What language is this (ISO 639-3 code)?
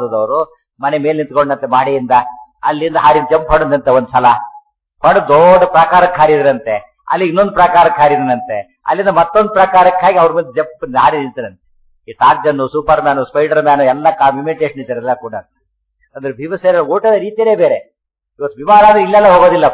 kan